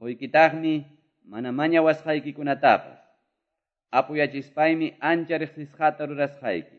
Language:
Quechua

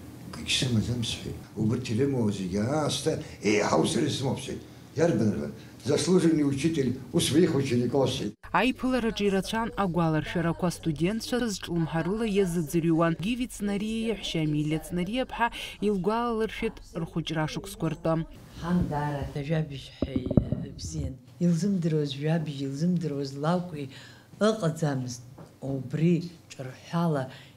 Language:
Abkhazian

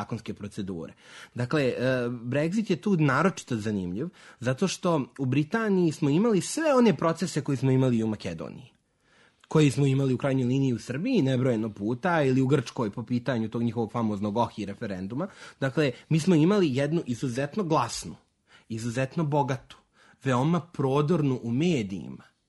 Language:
Serbian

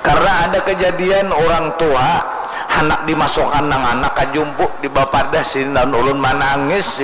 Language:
Banjar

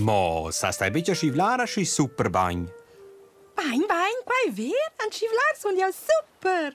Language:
Romansh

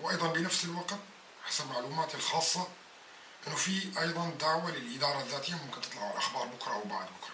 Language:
North Levantine Arabic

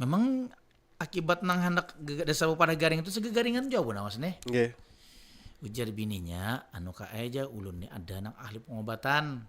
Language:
Banjar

